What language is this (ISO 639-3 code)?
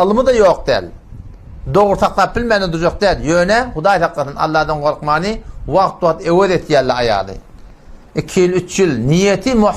tuk